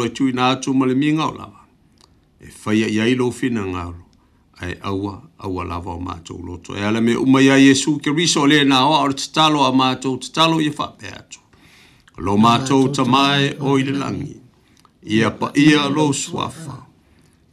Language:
Samoan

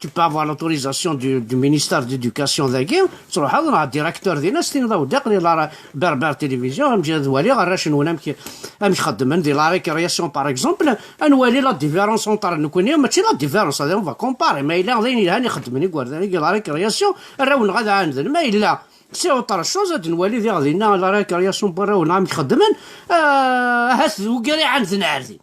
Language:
Kabyle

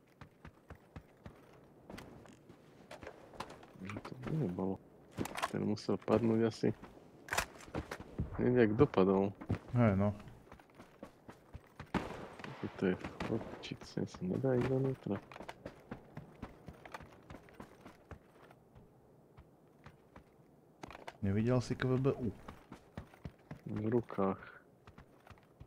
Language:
Slovak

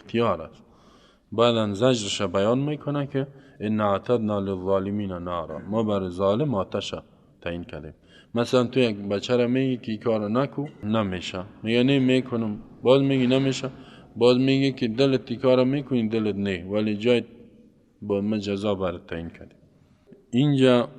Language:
Persian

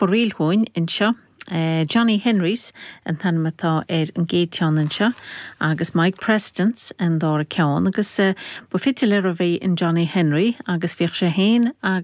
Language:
Irish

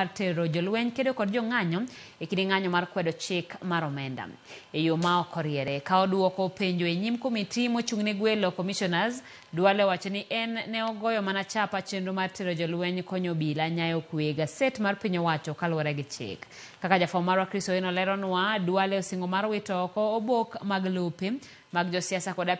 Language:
Luo (Kenya and Tanzania)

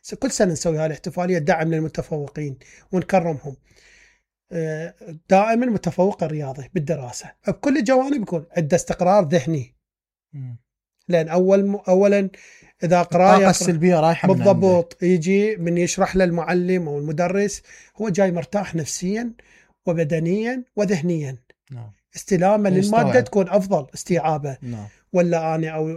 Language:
Mesopotamian Arabic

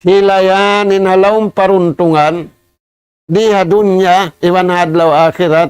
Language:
Tausug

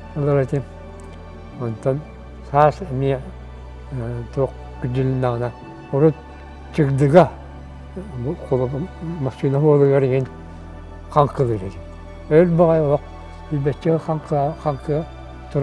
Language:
Yakut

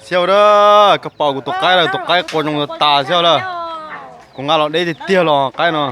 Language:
Hmong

